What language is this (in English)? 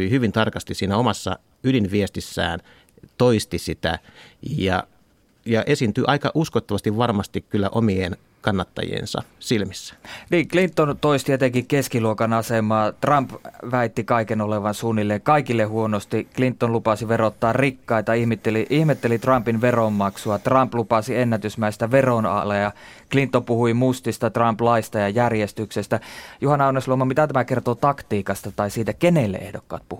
Finnish